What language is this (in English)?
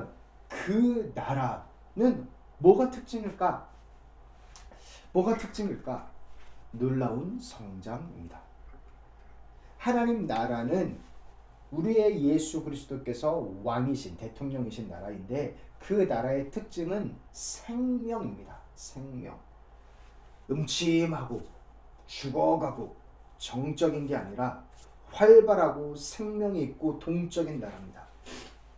Korean